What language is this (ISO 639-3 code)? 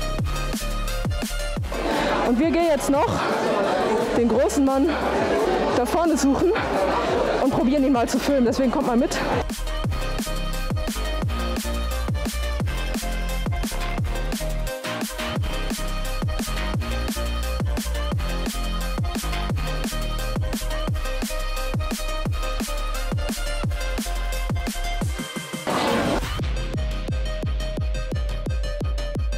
deu